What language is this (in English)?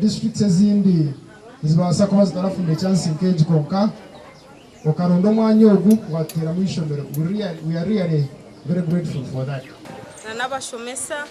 Nyankole